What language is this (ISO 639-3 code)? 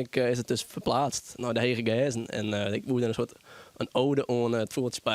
fry